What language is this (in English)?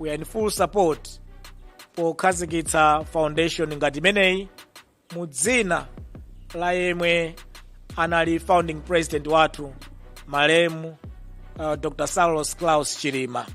Nyanja